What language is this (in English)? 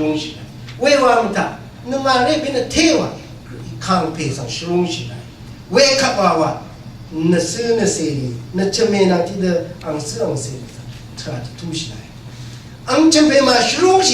Rawang